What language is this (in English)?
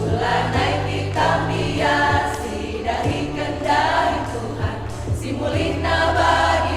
Batak Karo